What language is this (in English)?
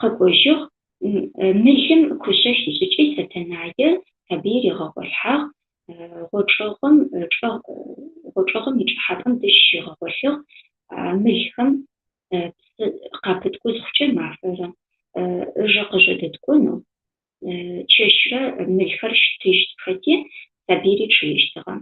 Adyghe